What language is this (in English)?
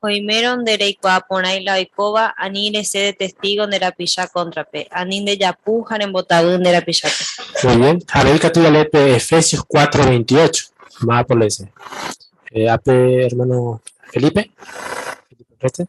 Guarani